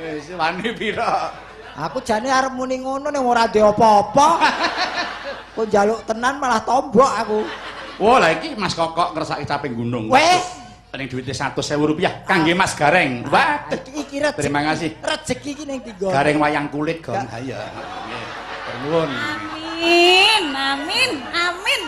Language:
Javanese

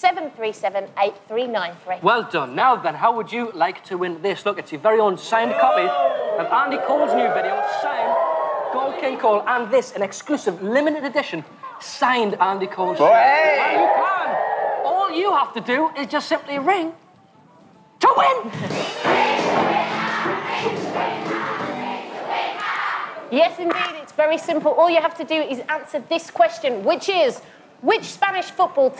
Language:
English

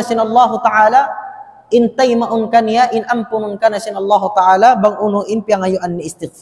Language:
Tausug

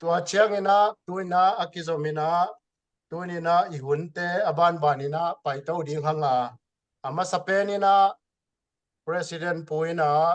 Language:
Tedim Chin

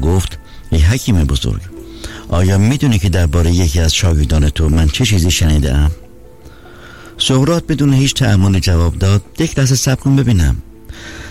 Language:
Persian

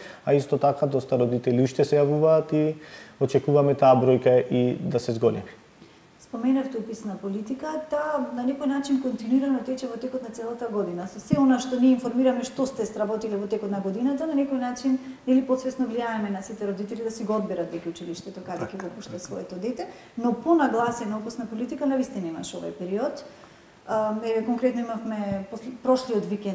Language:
Macedonian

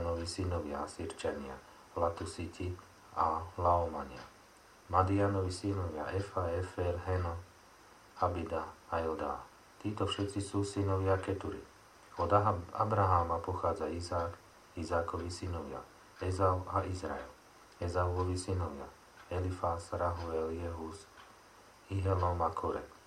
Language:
Slovak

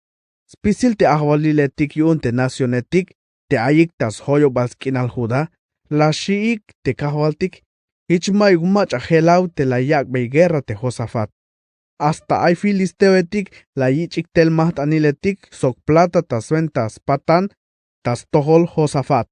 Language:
Tzeltal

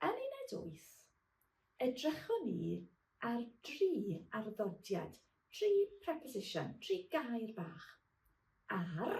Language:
Welsh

